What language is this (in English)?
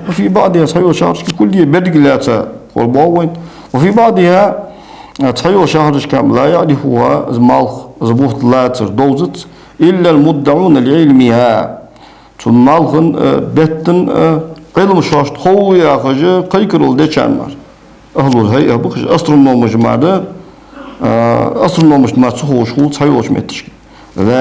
Ingush